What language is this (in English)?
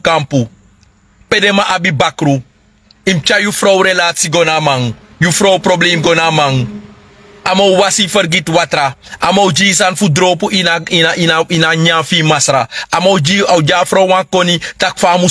Sranan Tongo